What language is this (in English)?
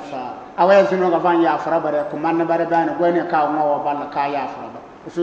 Bissa